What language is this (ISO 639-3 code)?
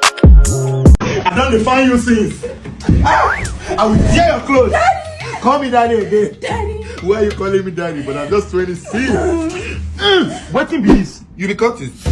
pcm